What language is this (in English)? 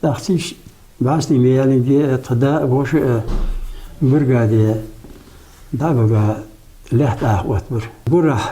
Ingush